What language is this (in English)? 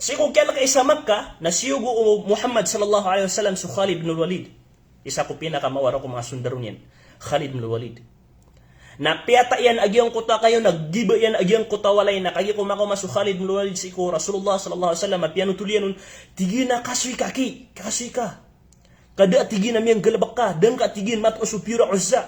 Maranao